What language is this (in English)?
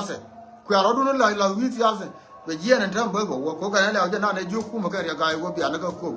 Nuer